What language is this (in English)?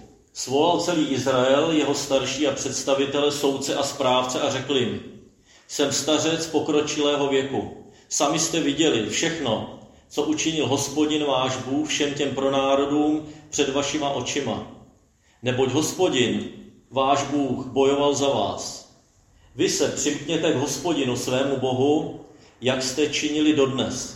Czech